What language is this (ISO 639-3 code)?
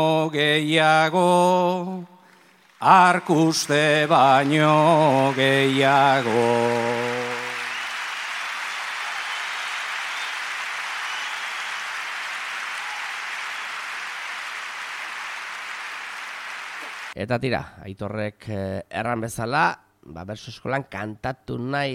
eus